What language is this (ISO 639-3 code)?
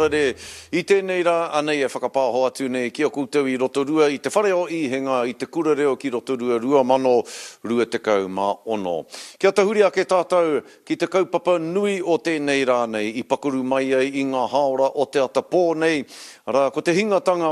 mri